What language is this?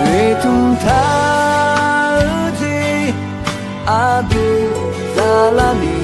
Akha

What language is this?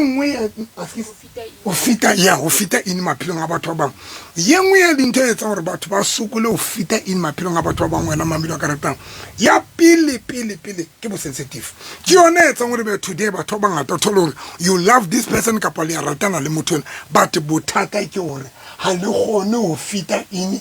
Southern Sotho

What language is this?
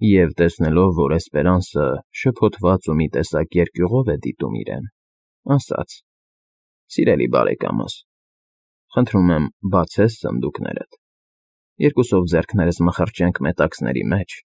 Armenian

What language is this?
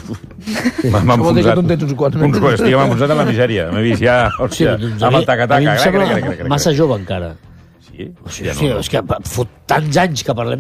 Catalan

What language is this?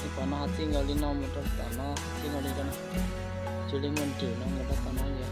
Hmong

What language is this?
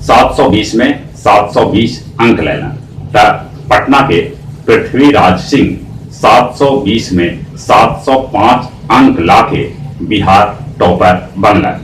Magahi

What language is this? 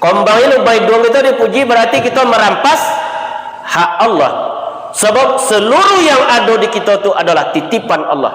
Minangkabau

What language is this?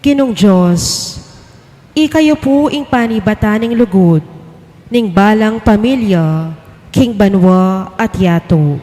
Pampanga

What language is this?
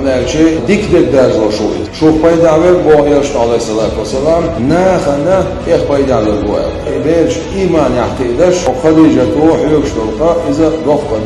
Chechen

